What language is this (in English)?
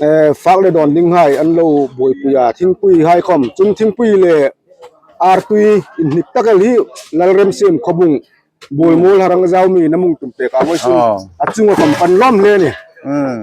Hmar